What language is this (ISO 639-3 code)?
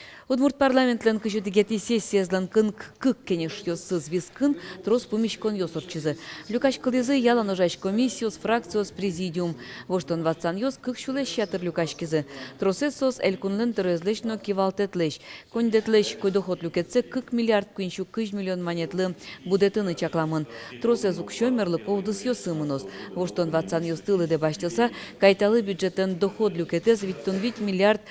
udm